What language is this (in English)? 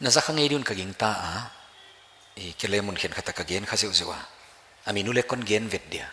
Paite Chin